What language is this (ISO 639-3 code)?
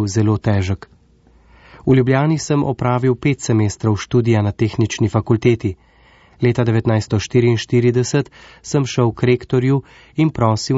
slv